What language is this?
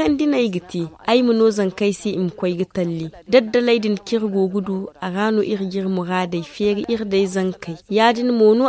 Zarma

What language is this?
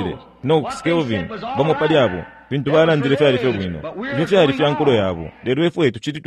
Bemba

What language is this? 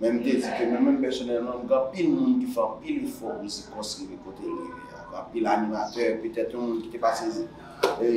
Haitian Creole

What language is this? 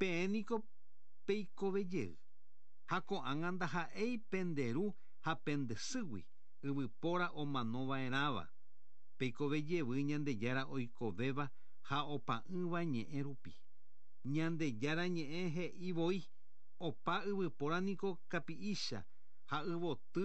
Guarani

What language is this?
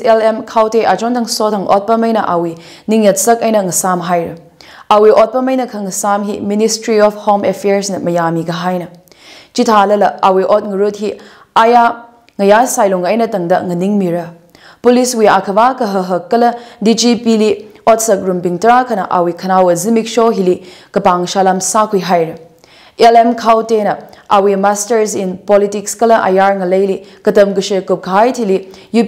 Tangkhul Naga (India)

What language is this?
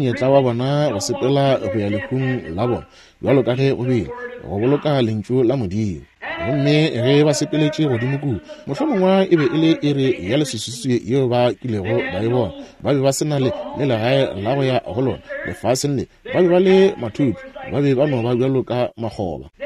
Northern Sotho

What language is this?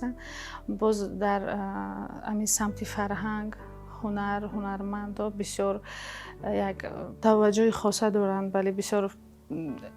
Tajik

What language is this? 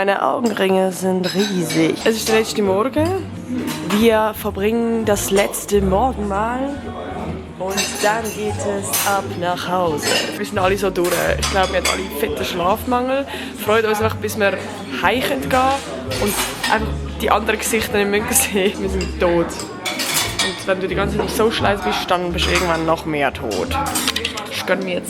Swiss German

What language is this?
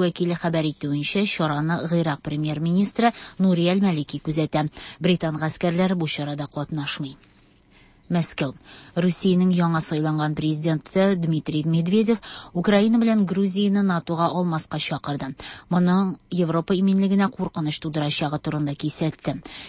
Tatar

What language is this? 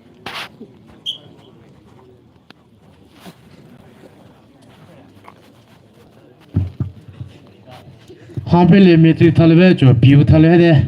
Poumei Naga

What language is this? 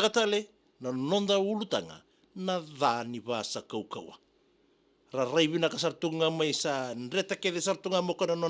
Fijian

